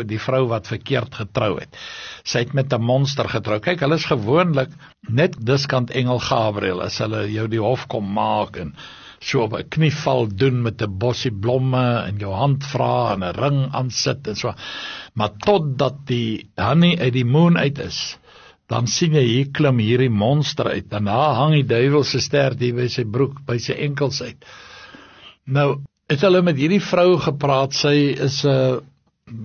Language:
Afrikaans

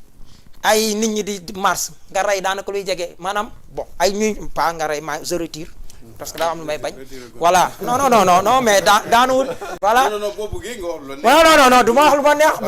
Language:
Wolof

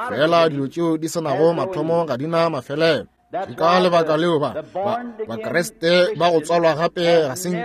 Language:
Northern Sotho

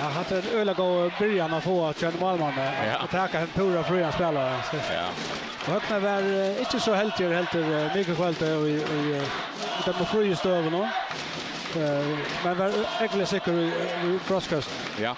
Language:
Faroese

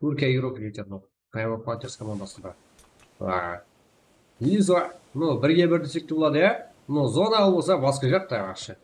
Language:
Kara-Kalpak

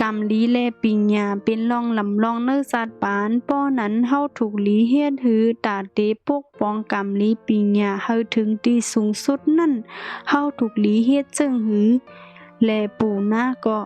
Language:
Shan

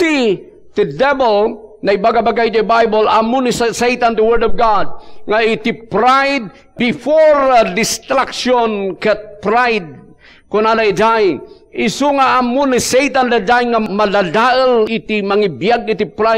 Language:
Iloko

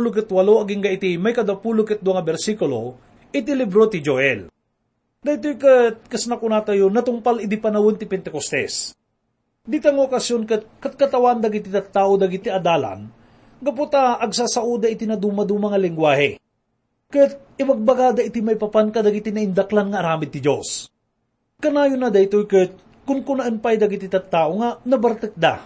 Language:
Iloko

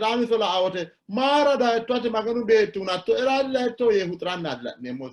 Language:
Sidamo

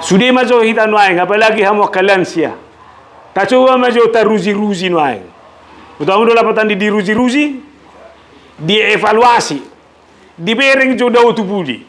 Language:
Batak Toba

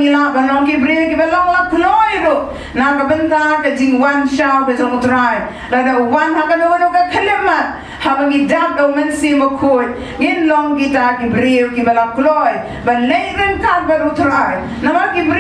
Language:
Khasi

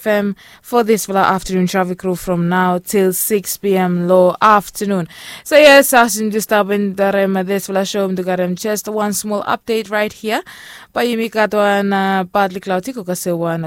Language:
Bislama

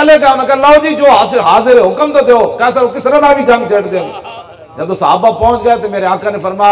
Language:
Western Panjabi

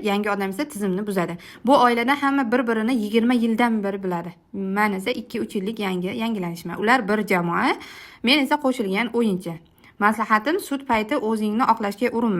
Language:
Uzbek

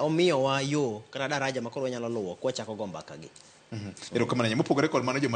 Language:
Luo (Kenya and Tanzania)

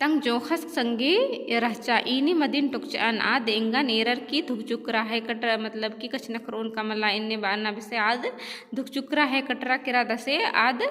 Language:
Kurukh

